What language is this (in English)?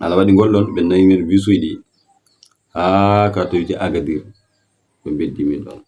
Fula